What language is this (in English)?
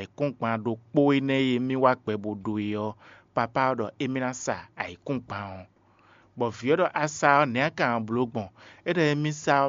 Fon